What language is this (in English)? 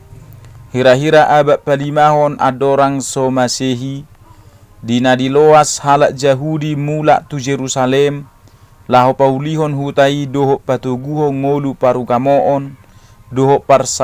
Batak Toba